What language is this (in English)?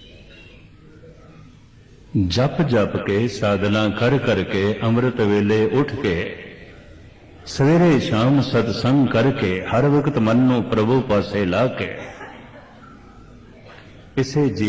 Punjabi